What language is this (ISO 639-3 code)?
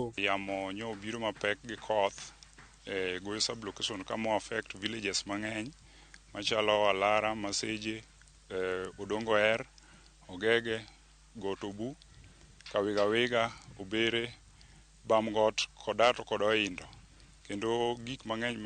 luo